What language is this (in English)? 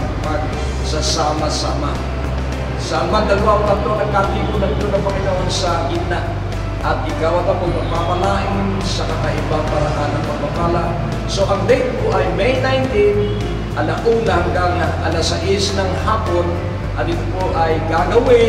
Filipino